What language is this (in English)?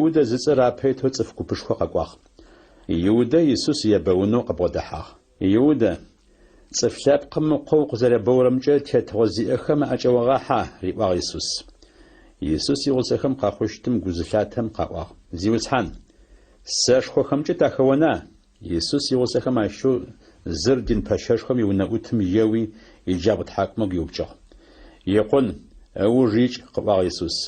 Adyghe